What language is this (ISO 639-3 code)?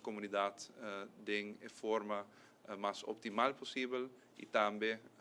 pap